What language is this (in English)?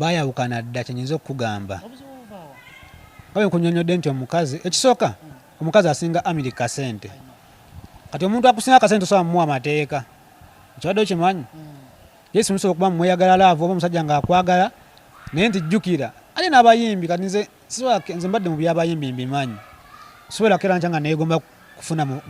Ganda